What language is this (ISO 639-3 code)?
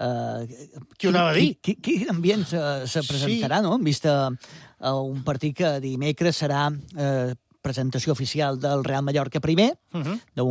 cat